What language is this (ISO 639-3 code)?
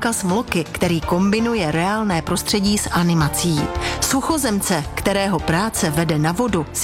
ces